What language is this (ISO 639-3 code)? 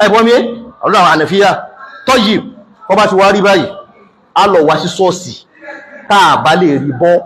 yor